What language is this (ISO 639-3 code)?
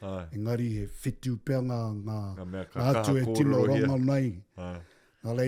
mri